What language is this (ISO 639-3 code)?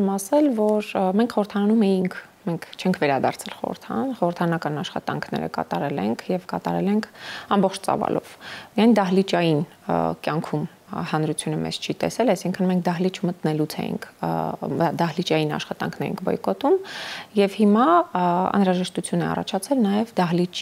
hye